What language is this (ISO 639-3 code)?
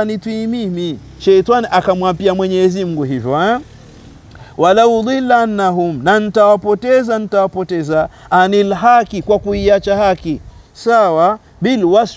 swa